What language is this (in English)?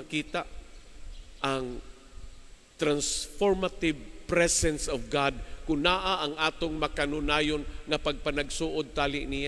Cebuano